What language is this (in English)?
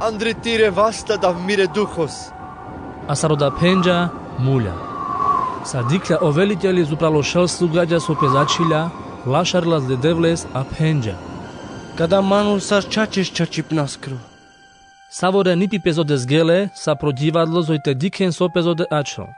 Carpathian Romani